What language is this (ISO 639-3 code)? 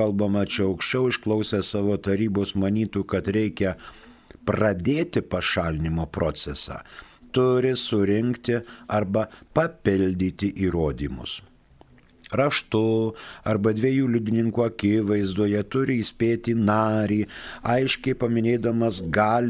lit